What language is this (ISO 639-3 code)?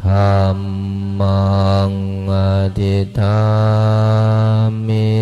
pli